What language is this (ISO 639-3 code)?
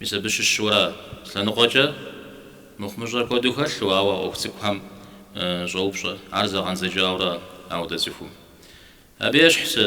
kbd